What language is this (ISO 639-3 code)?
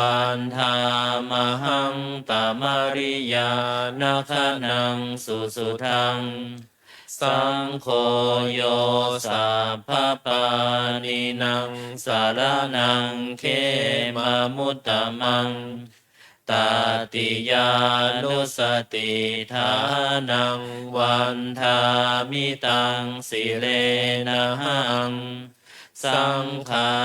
pli